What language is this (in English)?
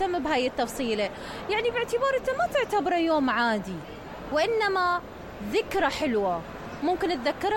Mesopotamian Arabic